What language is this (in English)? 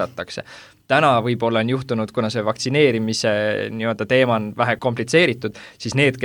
Estonian